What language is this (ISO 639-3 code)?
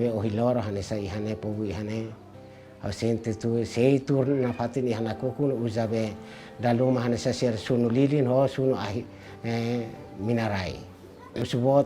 tet